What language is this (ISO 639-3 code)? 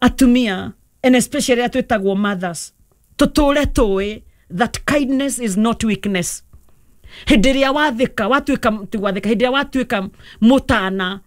kik